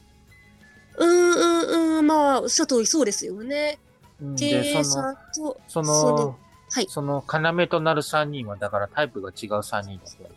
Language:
Japanese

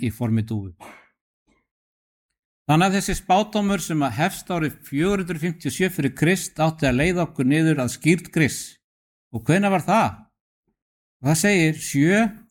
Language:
Icelandic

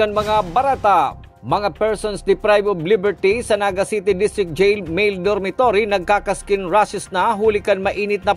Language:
Bikol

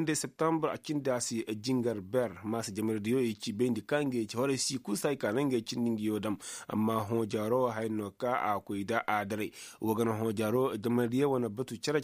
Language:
Koyraboro Senni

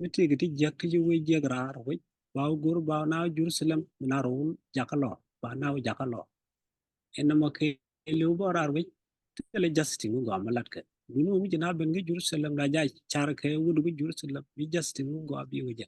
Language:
Nuer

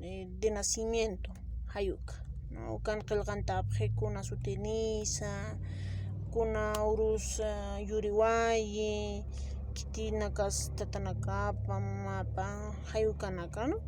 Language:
Aymara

